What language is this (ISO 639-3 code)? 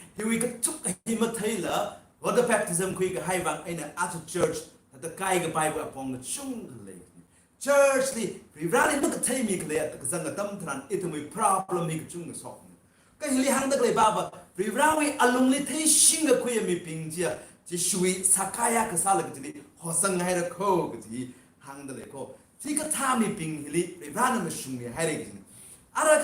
nmf